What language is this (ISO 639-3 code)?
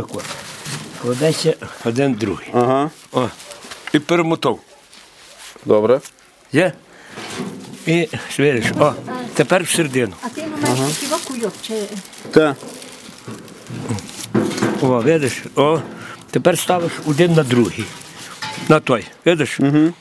ukr